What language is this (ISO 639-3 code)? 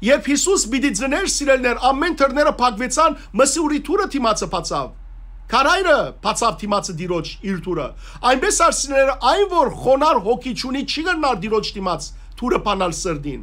hyw